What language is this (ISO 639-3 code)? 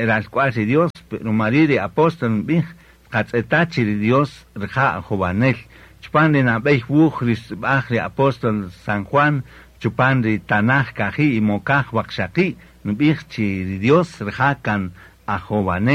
cak